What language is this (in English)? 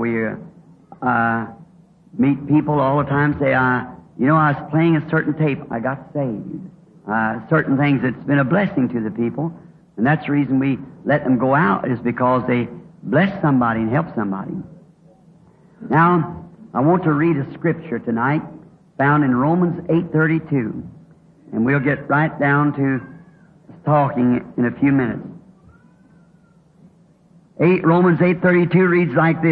English